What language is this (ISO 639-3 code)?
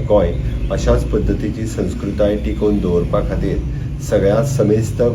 kok